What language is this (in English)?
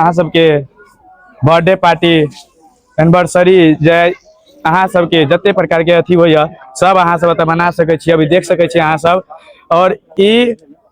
Maithili